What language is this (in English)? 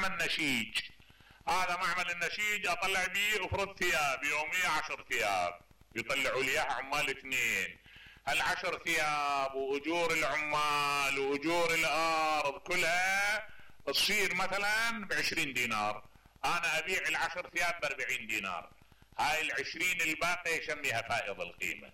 Mesopotamian Arabic